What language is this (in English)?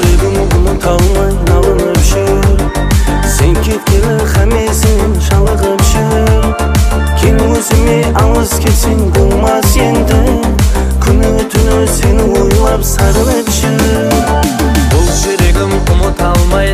Kazakh